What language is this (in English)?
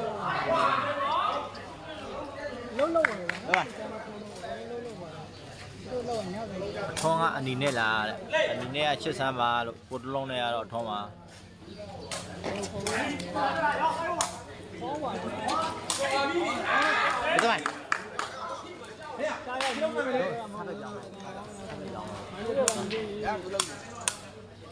Burmese